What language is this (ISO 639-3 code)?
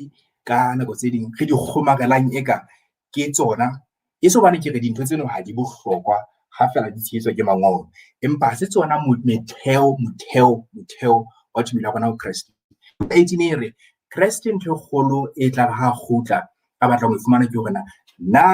sot